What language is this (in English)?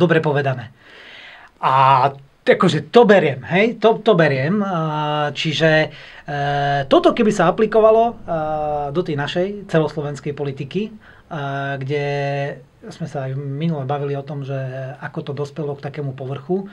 Slovak